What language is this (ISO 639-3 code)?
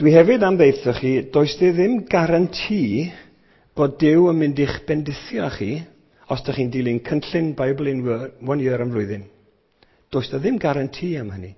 cym